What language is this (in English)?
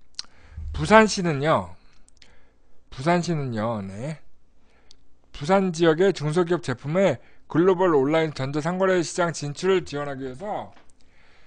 Korean